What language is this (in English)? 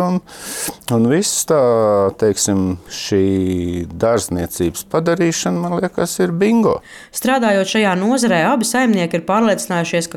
Latvian